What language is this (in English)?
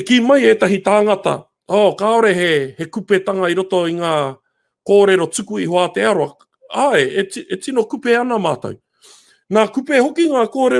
Māori